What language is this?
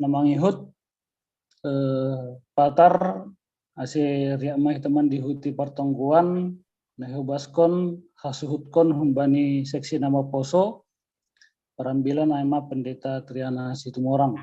Batak Simalungun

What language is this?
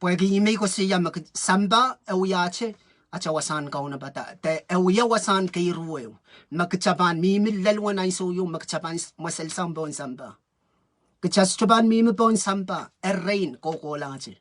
Pohnpeian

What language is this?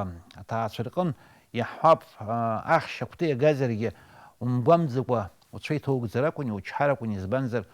Abkhazian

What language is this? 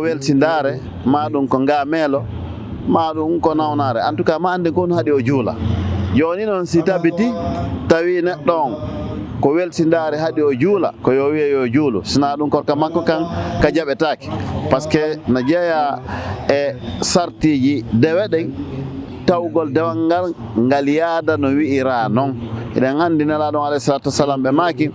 Fula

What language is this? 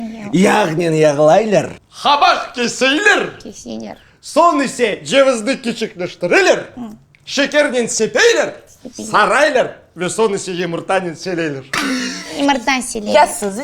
Crimean Tatar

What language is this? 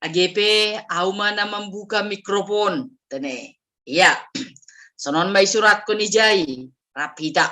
Batak Simalungun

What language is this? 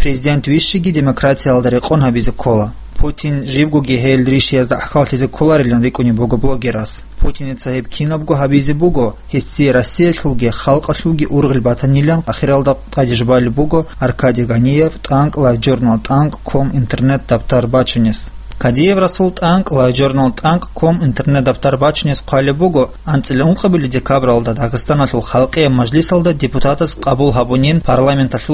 Avaric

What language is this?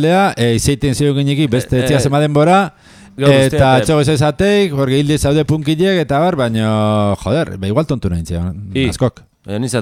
Basque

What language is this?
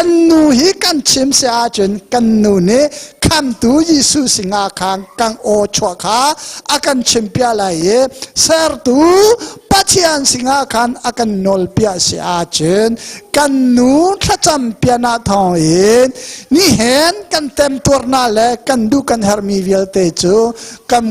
Hakha Chin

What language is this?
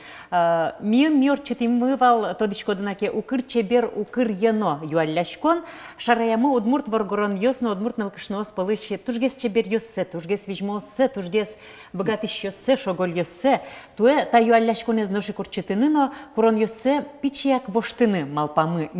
Udmurt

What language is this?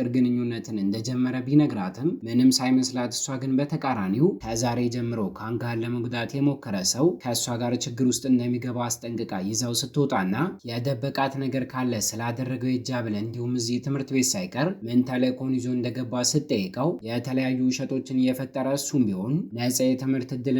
Amharic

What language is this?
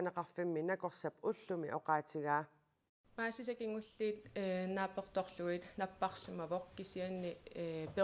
Kalaallisut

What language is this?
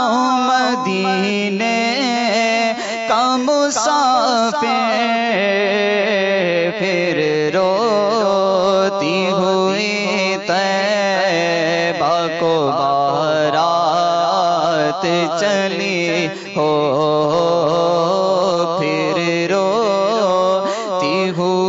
Urdu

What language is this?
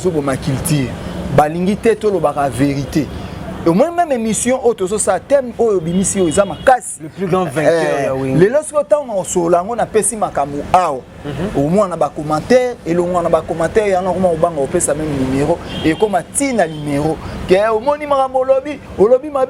Lingala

